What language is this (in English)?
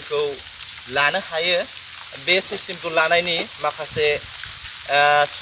Bodo